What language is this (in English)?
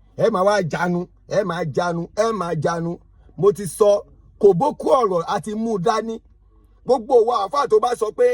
Yoruba